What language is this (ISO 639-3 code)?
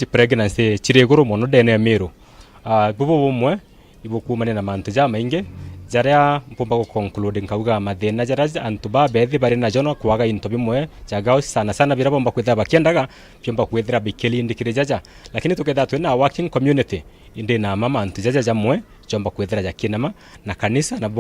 mer